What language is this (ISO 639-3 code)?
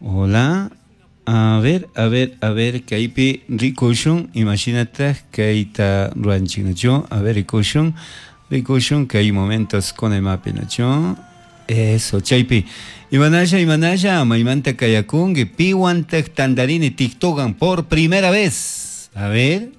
qug